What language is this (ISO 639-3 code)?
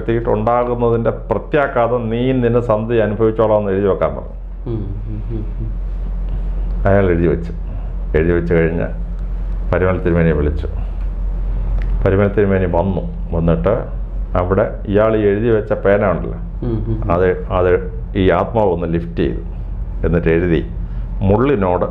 mal